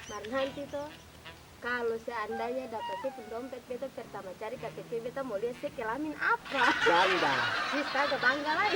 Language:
Ambonese Malay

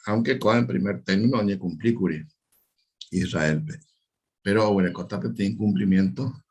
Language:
Guarani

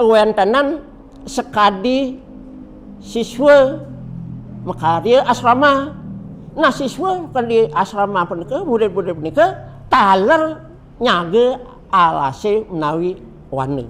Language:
Balinese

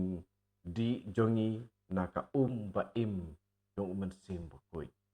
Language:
Khasi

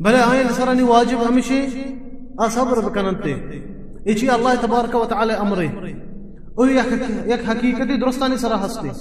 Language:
Baluchi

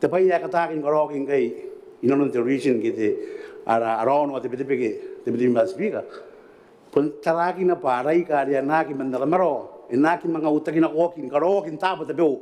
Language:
Gilbertese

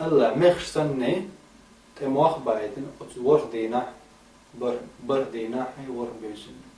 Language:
Chechen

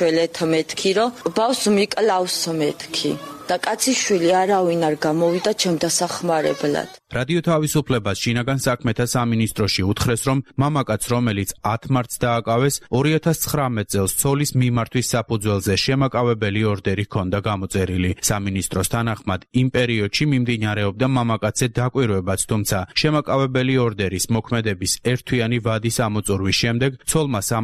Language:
Georgian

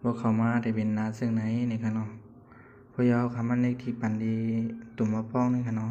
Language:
Shan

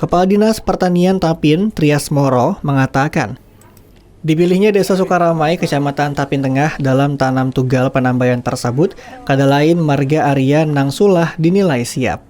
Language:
Banjar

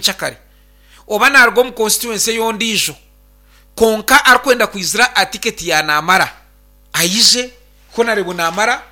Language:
Nyankole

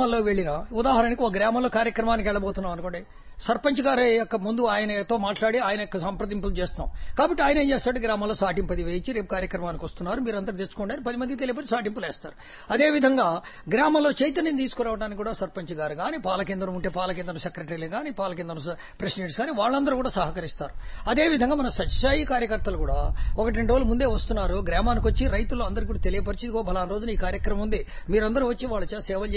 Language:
Telugu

